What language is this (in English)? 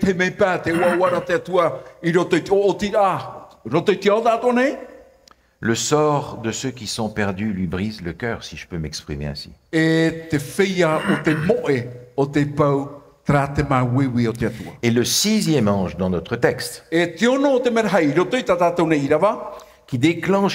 Tahitian